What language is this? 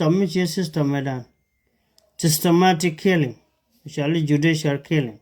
Nuer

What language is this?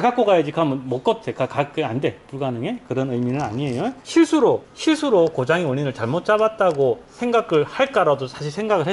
Korean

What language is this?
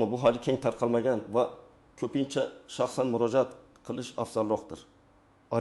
Uzbek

